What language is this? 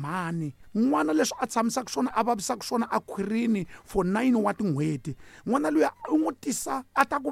Tsonga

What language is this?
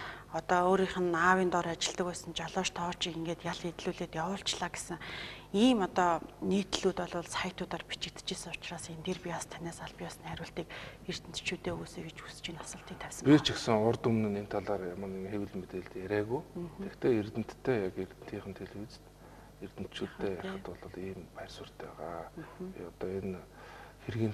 Mongolian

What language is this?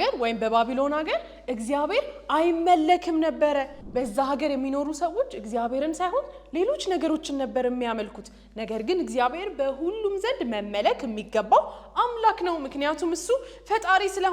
Amharic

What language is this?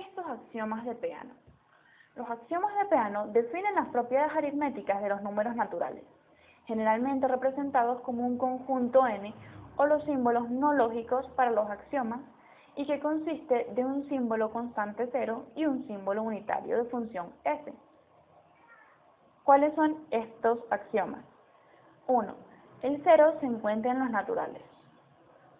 Spanish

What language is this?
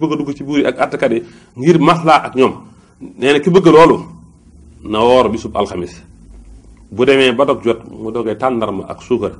Wolof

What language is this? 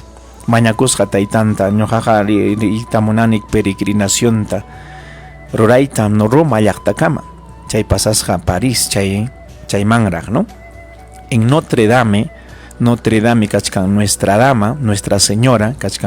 Ayacucho Quechua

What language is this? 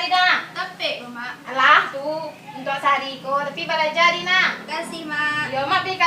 Minangkabau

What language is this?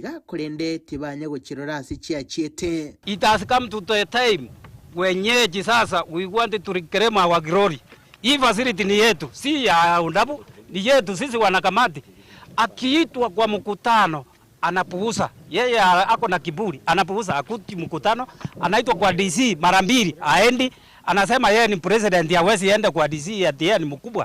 Gusii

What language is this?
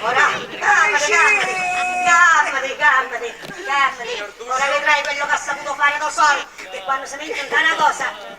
Sicilian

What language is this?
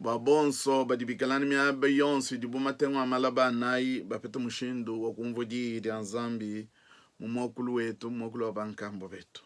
Luba-Lulua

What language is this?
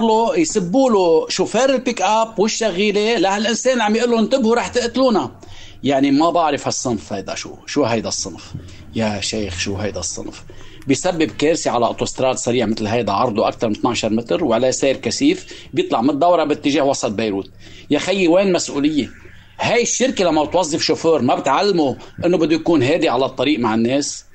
North Levantine Arabic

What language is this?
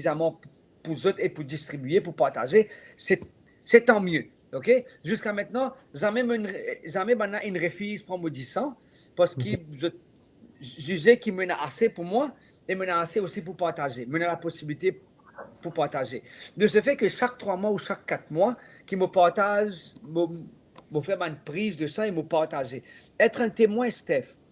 Morisyen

